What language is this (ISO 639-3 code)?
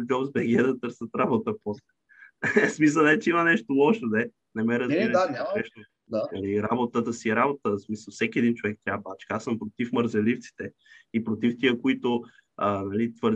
bul